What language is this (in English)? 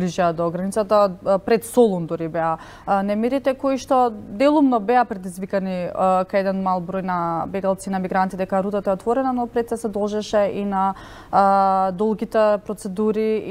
Macedonian